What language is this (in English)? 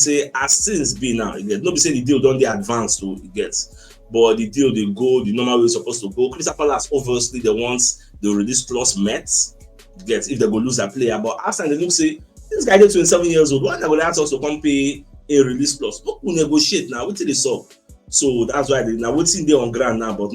Nigerian Pidgin